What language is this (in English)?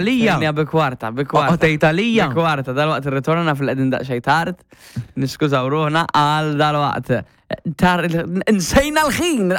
Maltese